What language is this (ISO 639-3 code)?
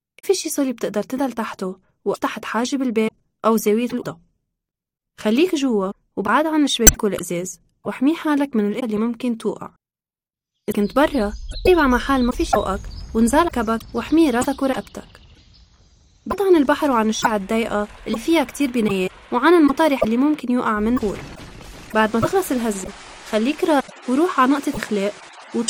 apc